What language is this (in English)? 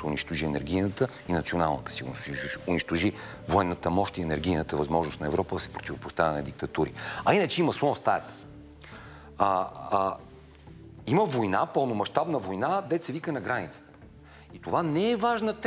Bulgarian